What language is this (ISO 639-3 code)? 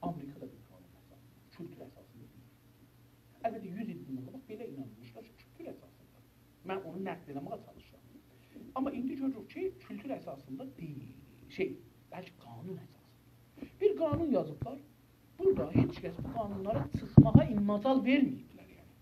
azb